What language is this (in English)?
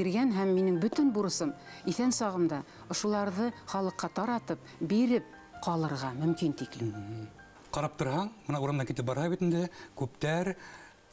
Bashkir